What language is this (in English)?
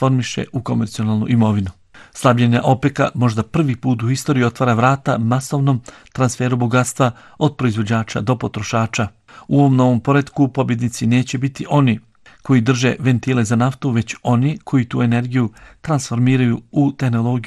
Bosnian